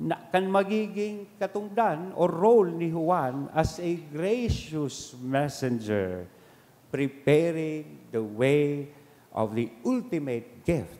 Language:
Bikol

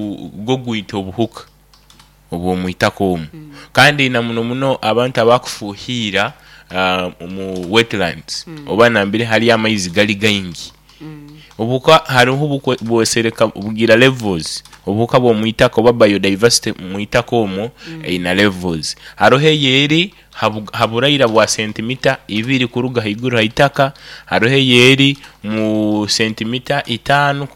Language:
Nyoro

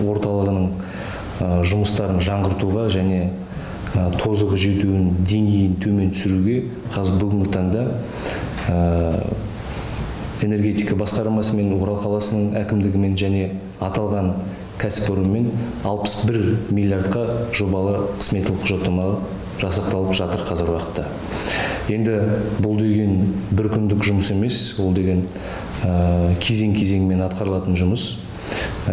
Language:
Kazakh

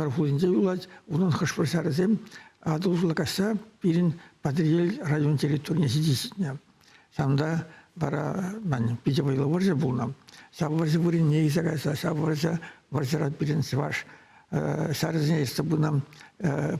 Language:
Chuvash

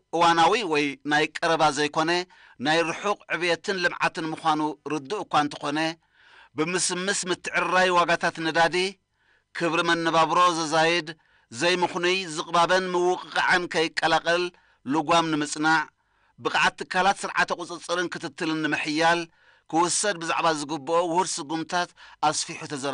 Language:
Tigrinya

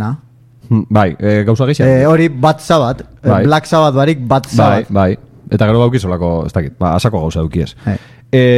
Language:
Basque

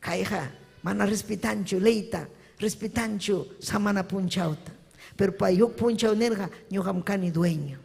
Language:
Ayacucho Quechua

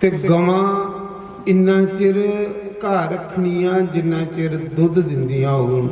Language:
Dogri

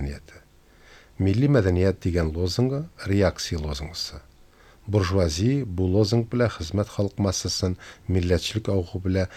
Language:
Tatar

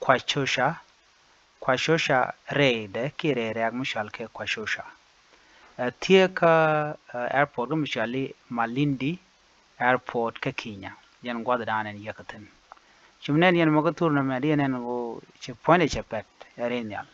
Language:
Nuer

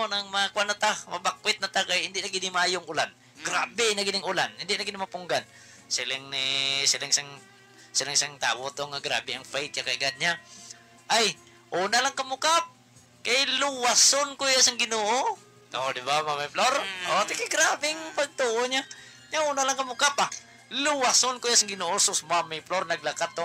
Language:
Hiligaynon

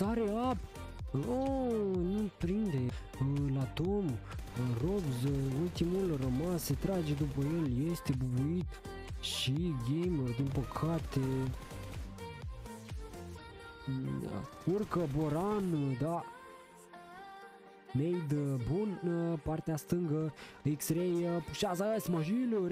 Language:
Romanian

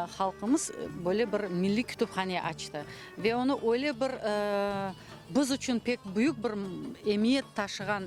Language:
Crimean Tatar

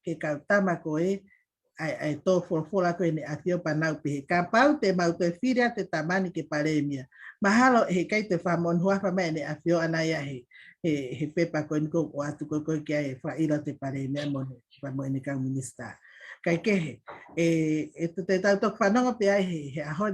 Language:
Tongan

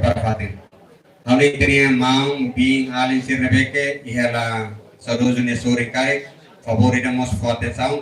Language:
Tetum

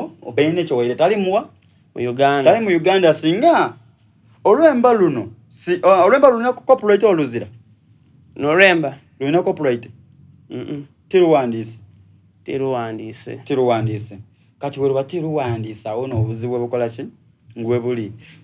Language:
Soga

